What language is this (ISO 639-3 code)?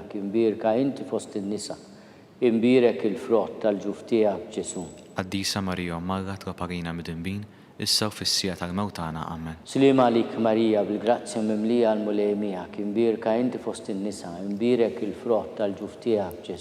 mlt